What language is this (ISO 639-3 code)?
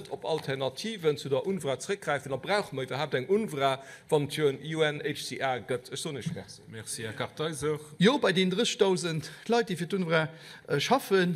ltz